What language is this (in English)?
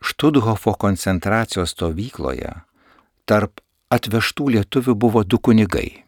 Lithuanian